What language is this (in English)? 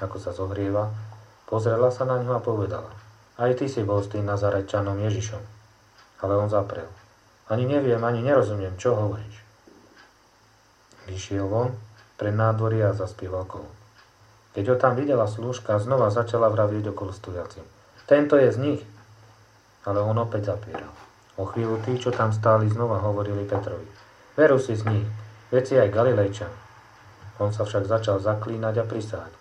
Slovak